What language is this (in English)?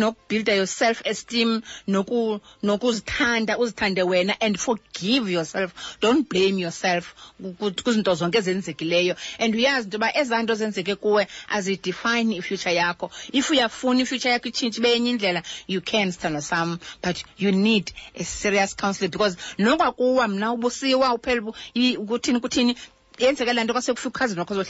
Xhosa